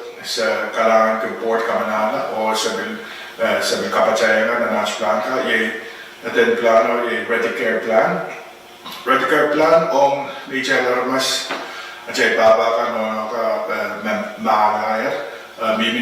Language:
Pohnpeian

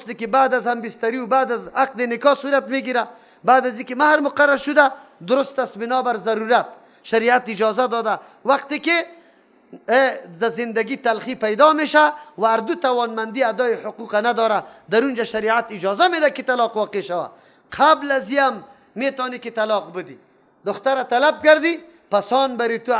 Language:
Persian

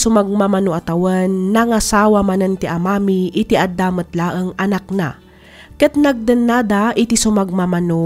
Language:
Iloko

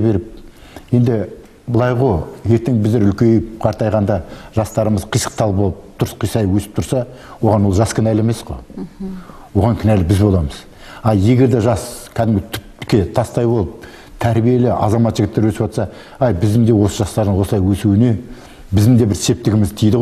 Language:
Kazakh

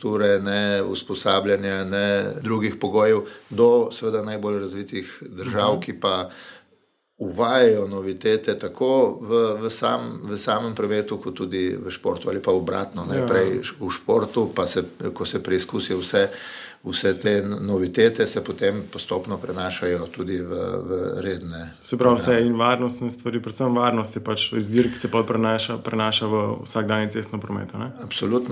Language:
Slovenian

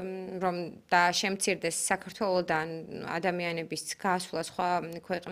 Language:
Georgian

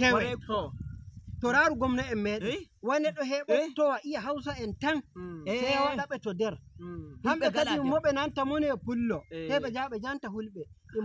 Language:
Nigerian Fulfulde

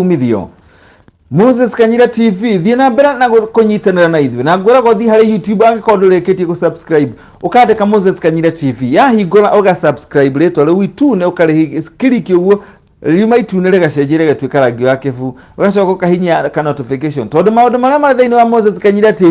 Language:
Kikuyu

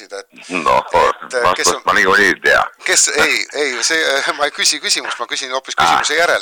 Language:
Estonian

